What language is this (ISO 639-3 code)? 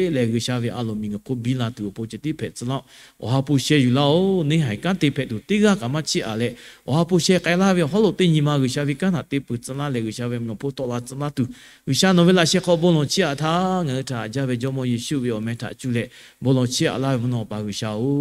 lhu